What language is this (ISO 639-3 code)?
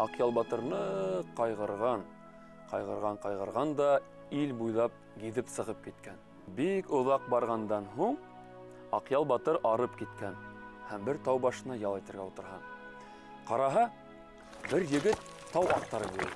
bak